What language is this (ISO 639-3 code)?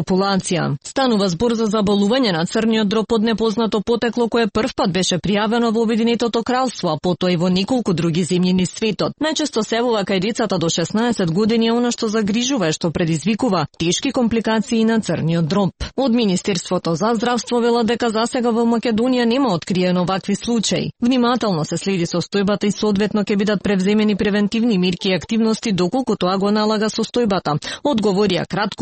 mkd